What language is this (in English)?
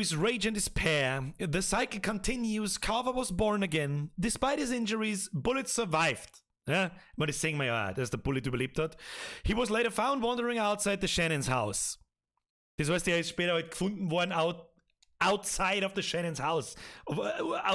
Bavarian